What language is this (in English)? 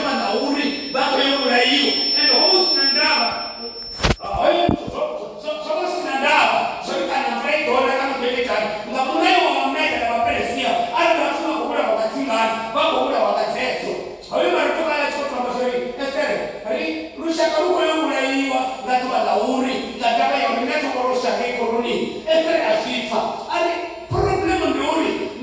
Venda